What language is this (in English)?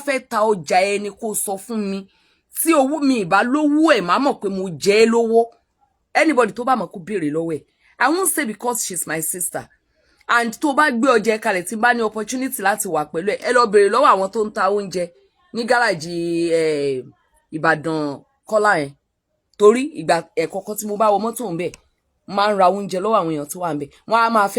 Yoruba